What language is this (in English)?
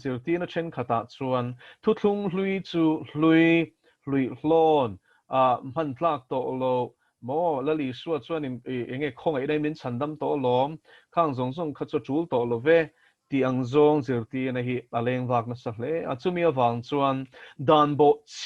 Mizo